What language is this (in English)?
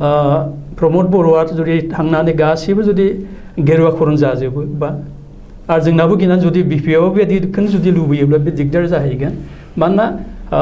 Bodo